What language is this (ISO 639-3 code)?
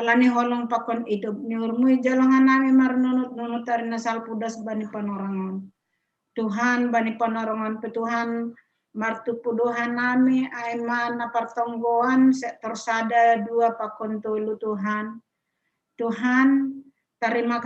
bts